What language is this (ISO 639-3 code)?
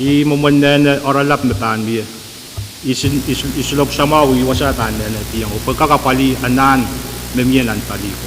pon